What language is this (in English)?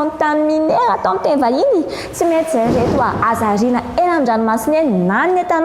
Malagasy